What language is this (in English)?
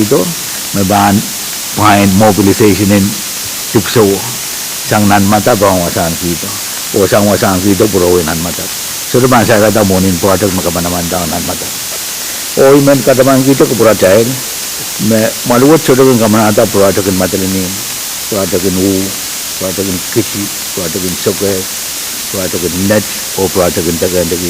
Pohnpeian